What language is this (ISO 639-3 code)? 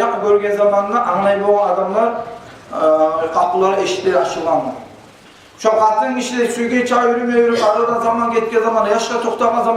kum